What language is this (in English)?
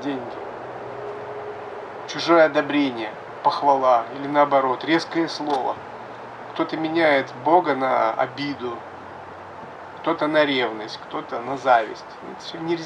Russian